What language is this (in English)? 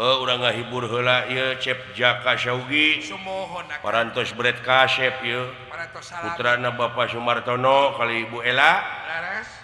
Sundanese